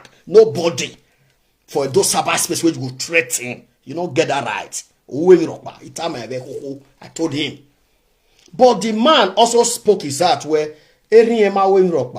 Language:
Nigerian Pidgin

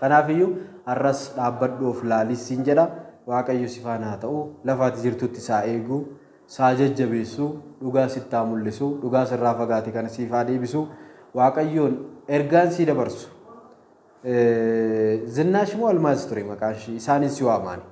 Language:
Oromo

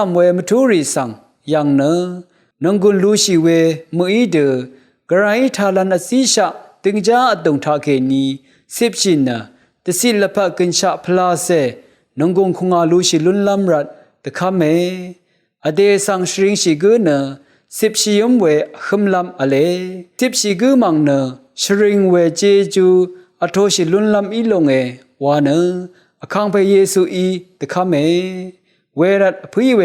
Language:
Rawang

